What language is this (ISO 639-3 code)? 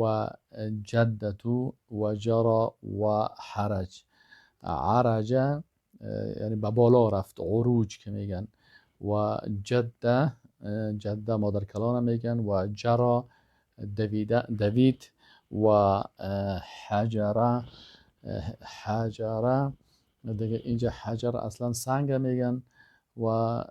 fas